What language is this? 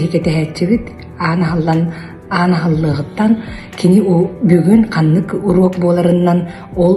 Yakut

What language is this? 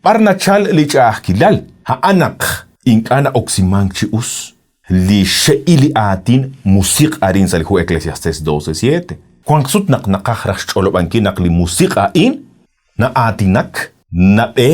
Kekchí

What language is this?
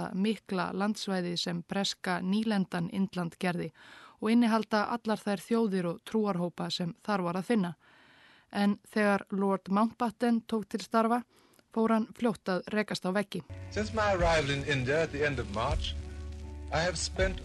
Icelandic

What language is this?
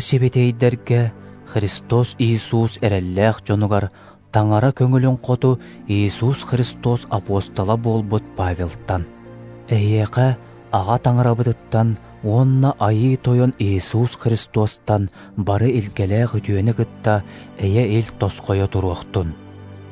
Yakut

